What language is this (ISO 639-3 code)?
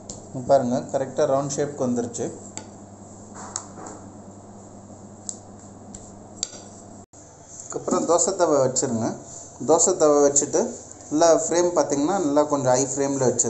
tam